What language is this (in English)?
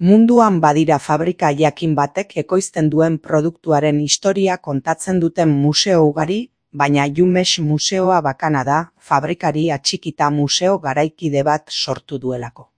Basque